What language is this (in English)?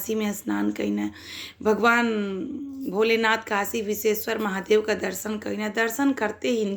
Bhojpuri